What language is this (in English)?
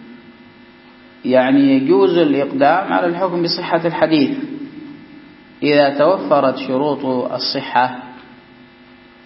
Arabic